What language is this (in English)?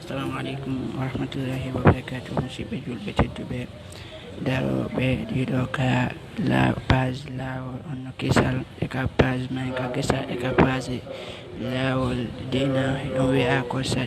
Pular